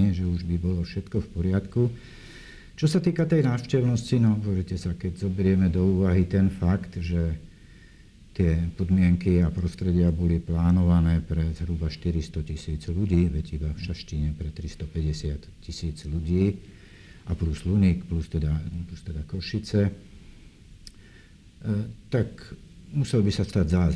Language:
Slovak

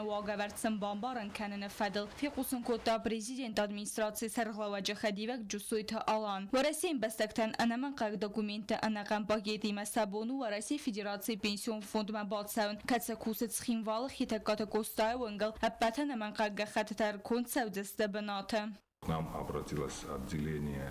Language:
Ossetic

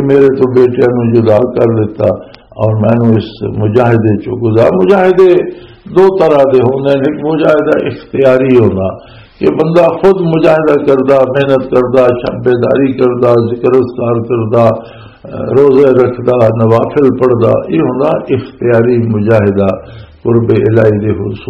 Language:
Western Panjabi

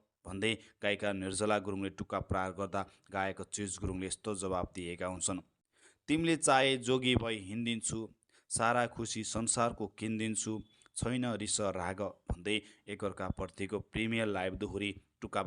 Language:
Nepali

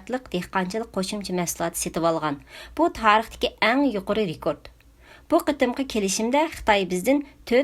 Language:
Uyghur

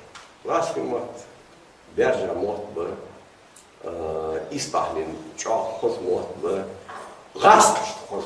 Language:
Ingush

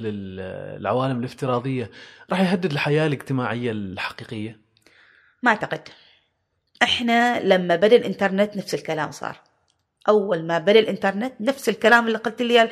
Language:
Gulf Arabic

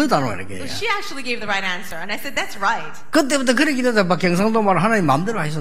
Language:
Korean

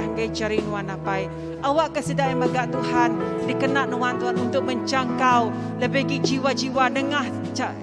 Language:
Iban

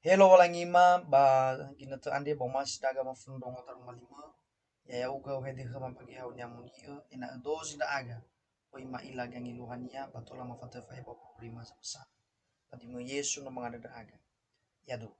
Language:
Nias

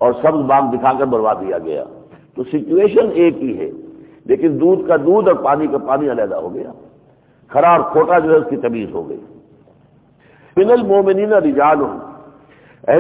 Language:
Urdu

